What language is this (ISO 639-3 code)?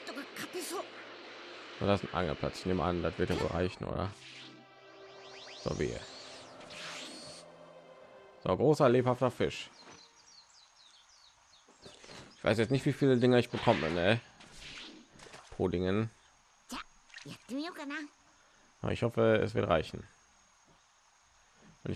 deu